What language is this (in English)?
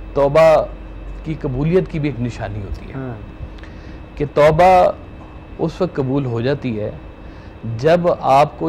Urdu